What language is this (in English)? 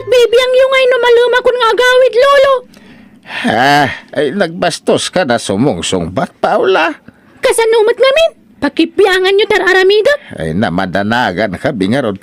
Iloko